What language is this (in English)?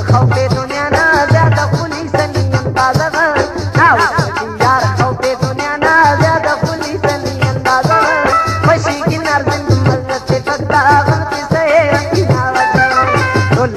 Brahui